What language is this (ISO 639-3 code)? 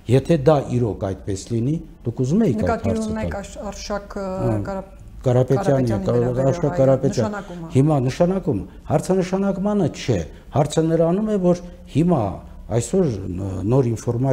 hye